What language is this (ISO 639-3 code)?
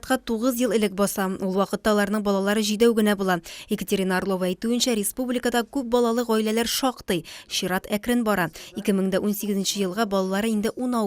tat